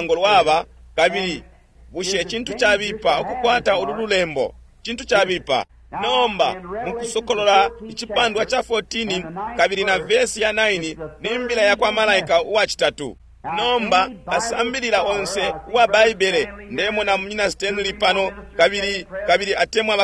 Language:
Bemba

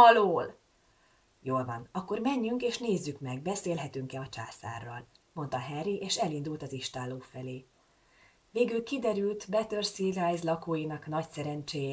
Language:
Hungarian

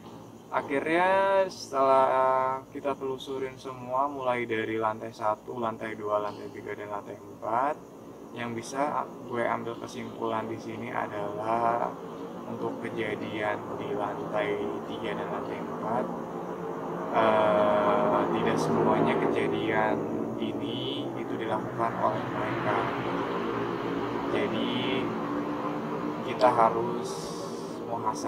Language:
Indonesian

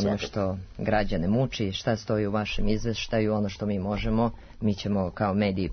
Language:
Serbian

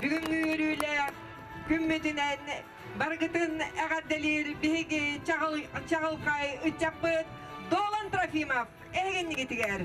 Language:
Yakut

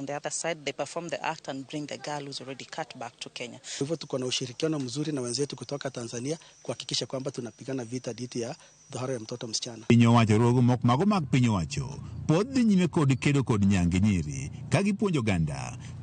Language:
Luo (Kenya and Tanzania)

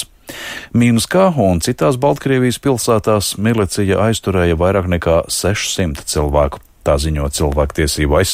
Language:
Latvian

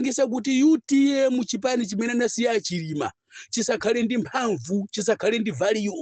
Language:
Nyanja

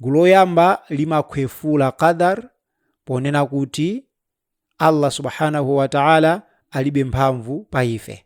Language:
Nyanja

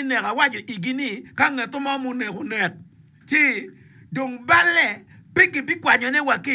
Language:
Acoli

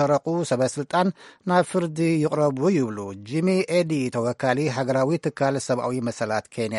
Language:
Tigrinya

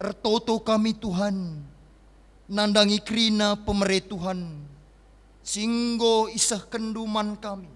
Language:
Batak Karo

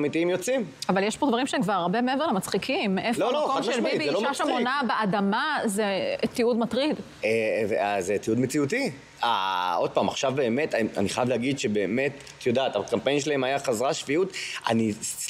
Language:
Hebrew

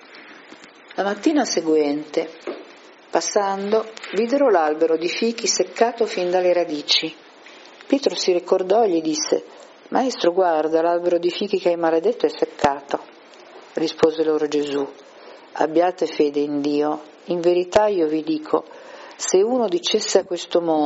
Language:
Italian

